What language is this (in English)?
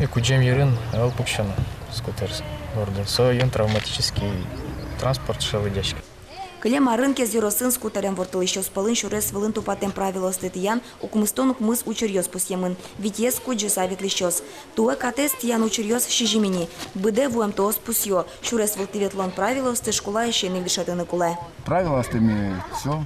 Udmurt